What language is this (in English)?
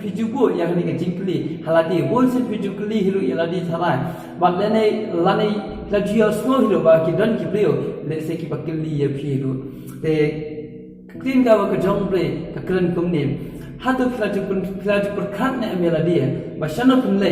Khasi